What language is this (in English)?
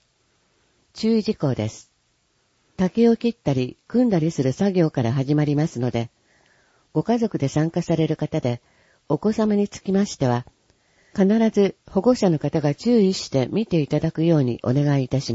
Japanese